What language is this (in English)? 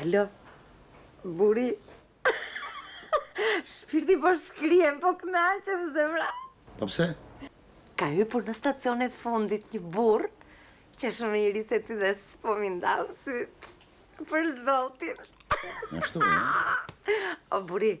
Albanian